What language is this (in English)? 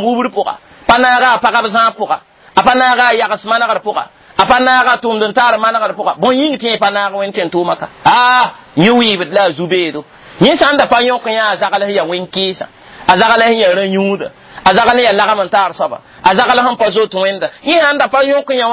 Mossi